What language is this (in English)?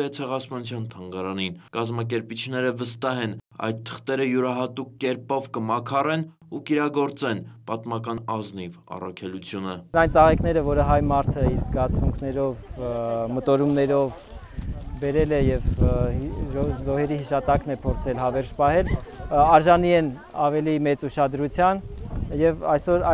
Armenian